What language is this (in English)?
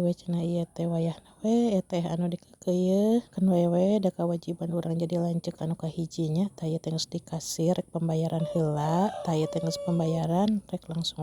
Sundanese